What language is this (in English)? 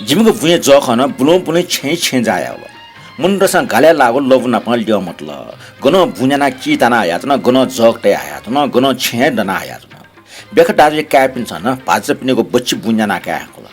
Newari